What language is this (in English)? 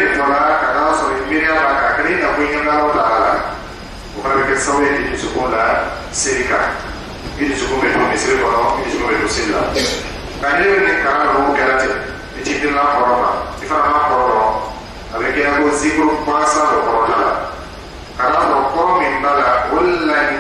Dyula